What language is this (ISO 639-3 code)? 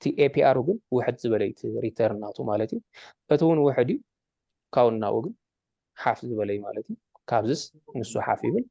tir